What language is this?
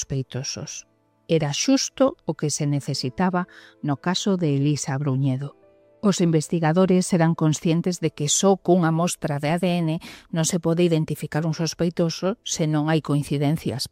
Galician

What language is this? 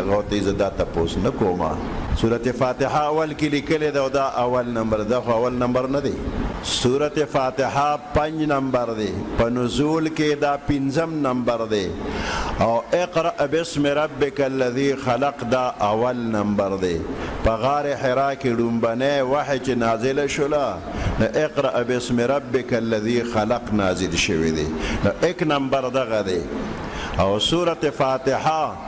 Pashto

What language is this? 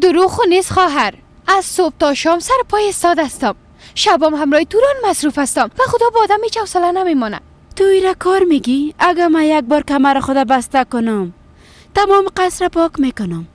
Persian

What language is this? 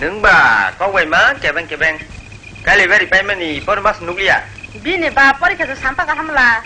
Kok Borok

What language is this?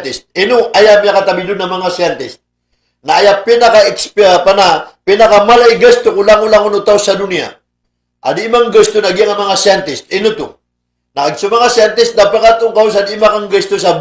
Maranao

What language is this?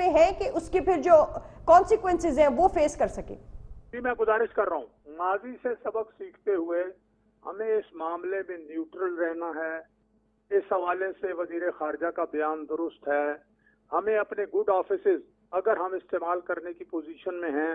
Urdu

